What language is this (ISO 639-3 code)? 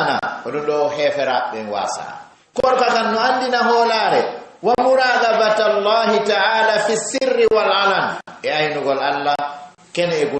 ful